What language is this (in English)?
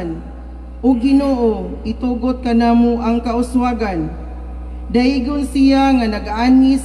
Cebuano